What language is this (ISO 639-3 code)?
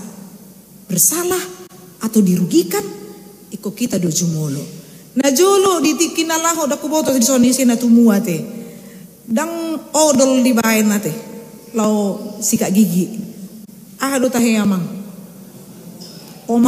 bbc